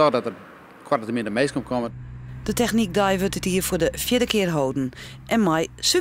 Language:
Western Frisian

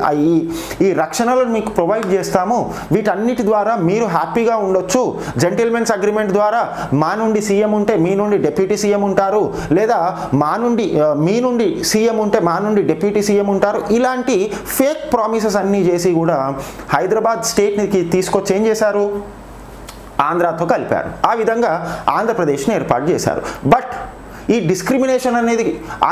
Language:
Telugu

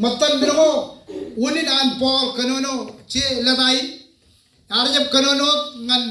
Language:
Marshallese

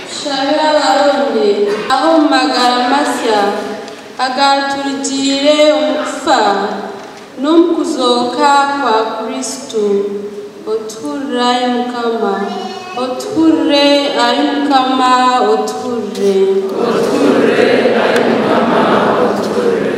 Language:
Nyankole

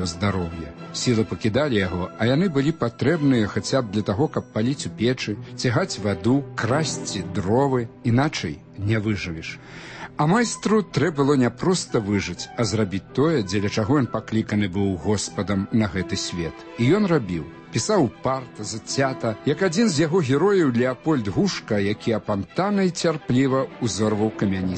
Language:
Belarusian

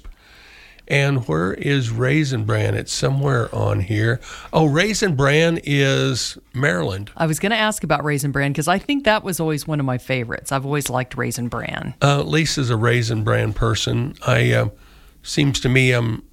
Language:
English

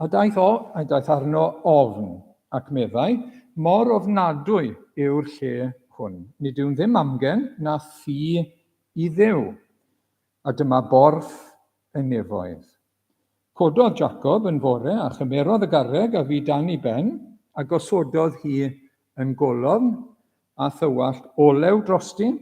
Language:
Welsh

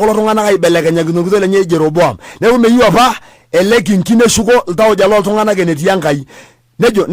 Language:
Masai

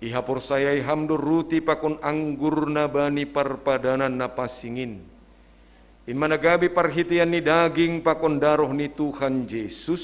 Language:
Batak Simalungun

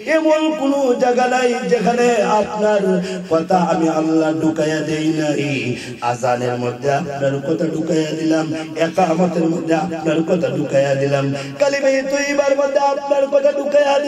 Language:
Bangla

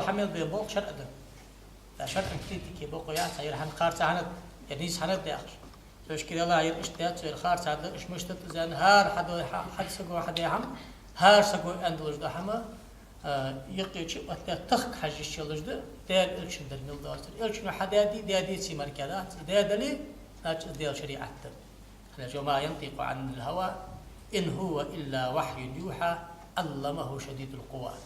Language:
Ingush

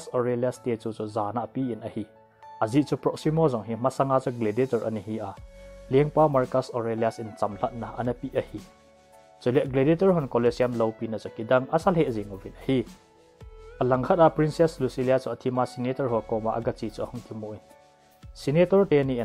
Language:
Thado Chin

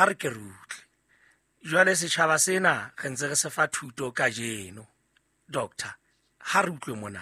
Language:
Southern Sotho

